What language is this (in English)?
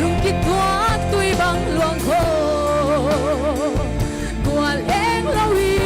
Paite Chin